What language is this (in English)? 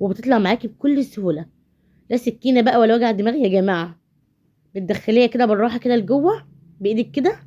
Egyptian Arabic